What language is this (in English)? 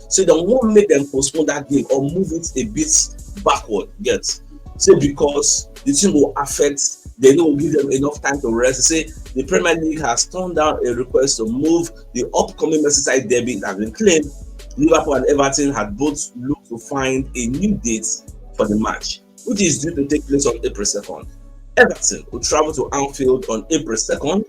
Nigerian Pidgin